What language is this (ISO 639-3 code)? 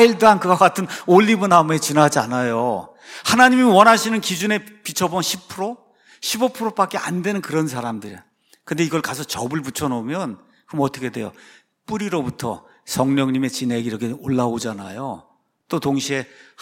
kor